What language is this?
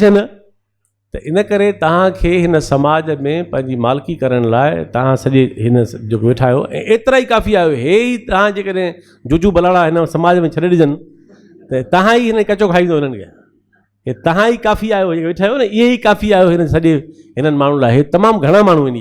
Sindhi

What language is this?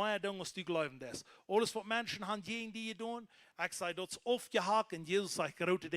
Plautdietsch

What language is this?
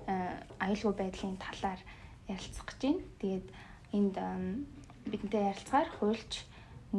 Mongolian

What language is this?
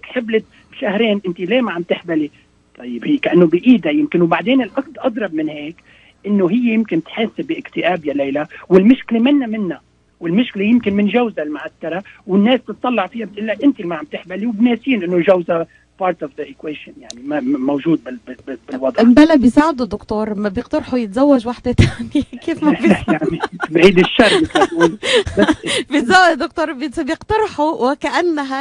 North Levantine Arabic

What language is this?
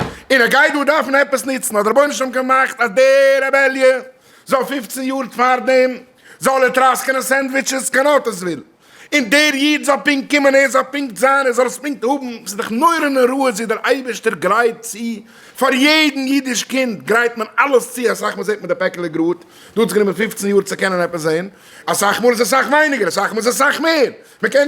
Yiddish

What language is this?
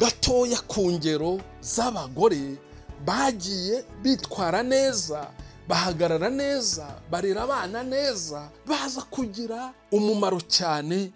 Kinyarwanda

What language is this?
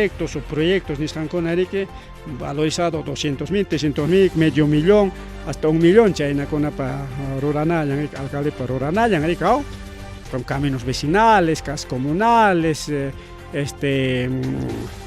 Ayacucho Quechua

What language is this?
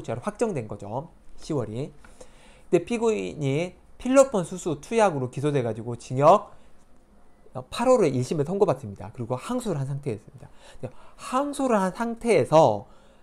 Korean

